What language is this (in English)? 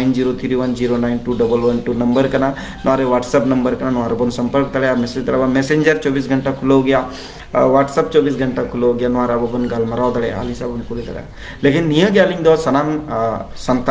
Santali